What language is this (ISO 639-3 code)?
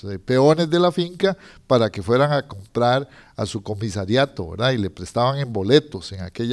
spa